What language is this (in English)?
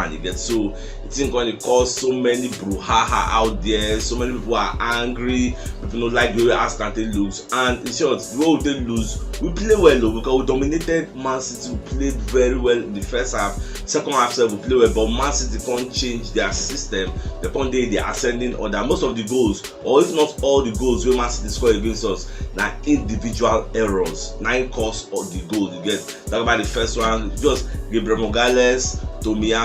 Nigerian Pidgin